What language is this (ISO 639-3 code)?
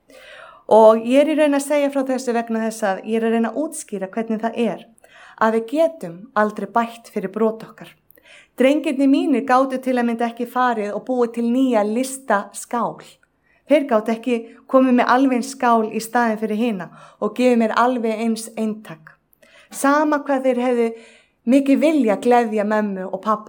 isl